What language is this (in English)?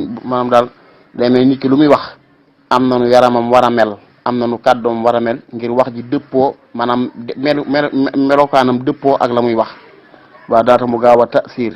Wolof